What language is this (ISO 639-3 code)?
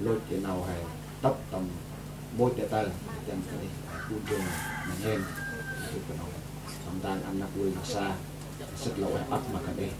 cmo